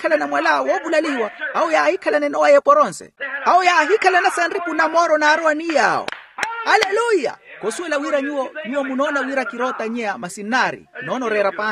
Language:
Makhuwa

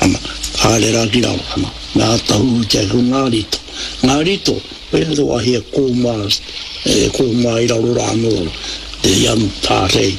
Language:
Māori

